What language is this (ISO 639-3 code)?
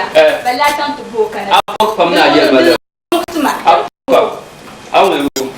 dag